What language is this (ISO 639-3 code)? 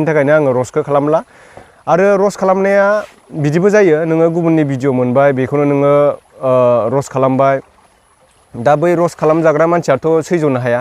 brx